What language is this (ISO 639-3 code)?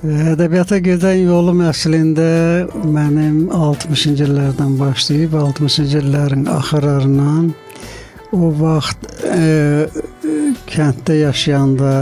aze